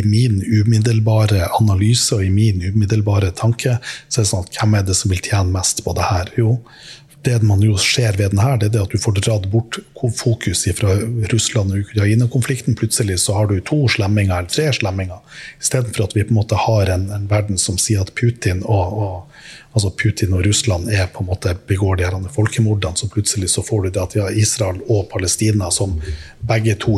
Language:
Norwegian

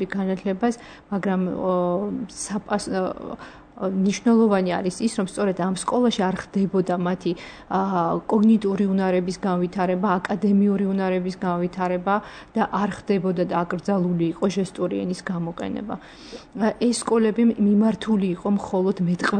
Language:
Georgian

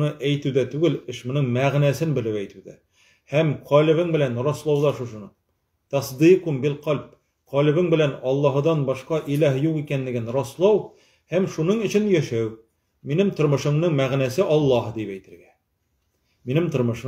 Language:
Tatar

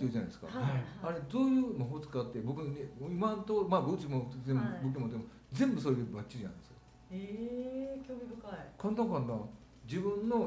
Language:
Japanese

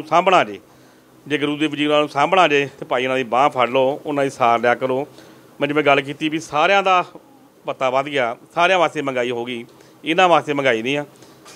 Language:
Punjabi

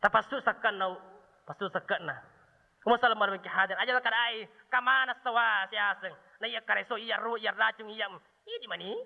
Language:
Buginese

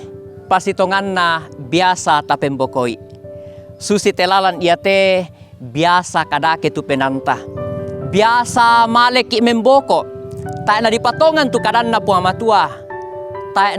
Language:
Toraja-Sa'dan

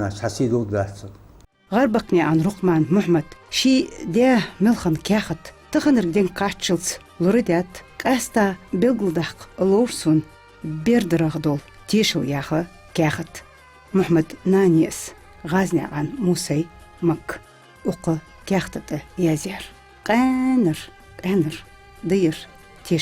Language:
Ingush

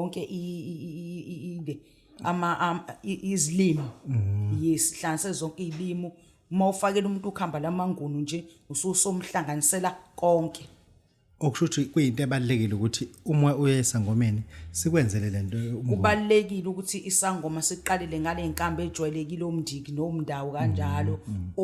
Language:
Zulu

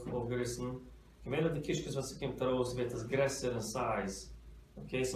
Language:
Yiddish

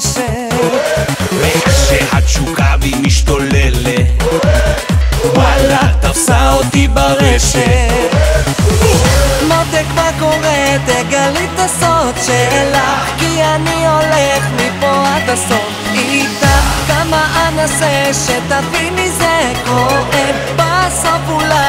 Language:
Hebrew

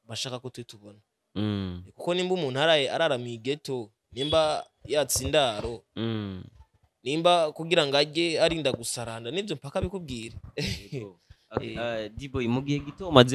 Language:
Rundi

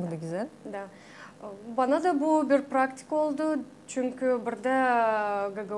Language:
Gagauz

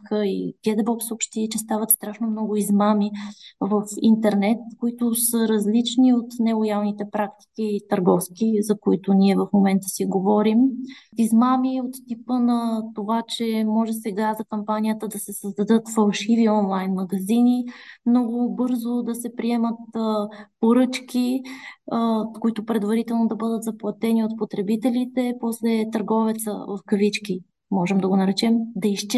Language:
Bulgarian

